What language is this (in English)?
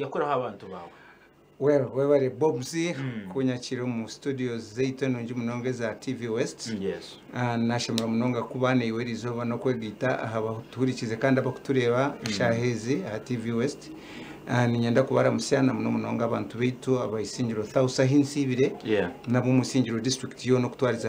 Nyankole